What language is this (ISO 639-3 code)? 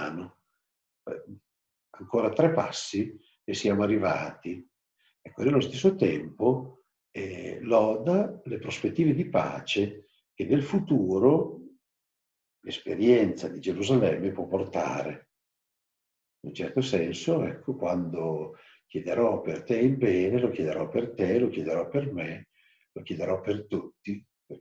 ita